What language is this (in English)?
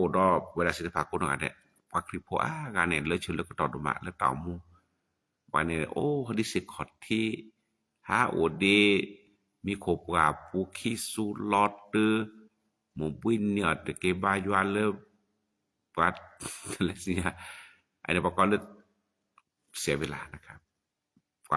S'gaw Karen